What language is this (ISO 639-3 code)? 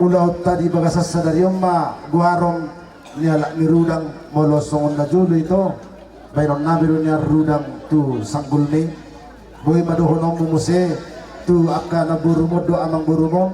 bbc